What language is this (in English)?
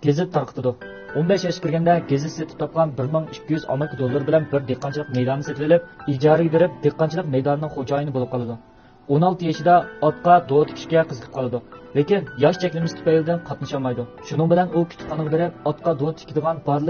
Uyghur